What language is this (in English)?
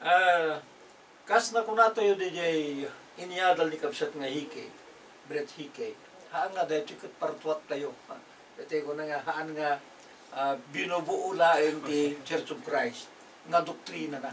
Iloko